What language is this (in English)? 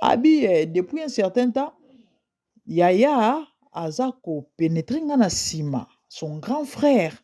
Lingala